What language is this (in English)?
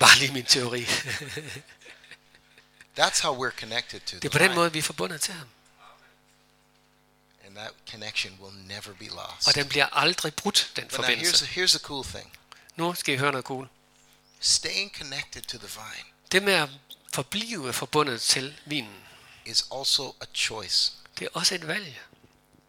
Danish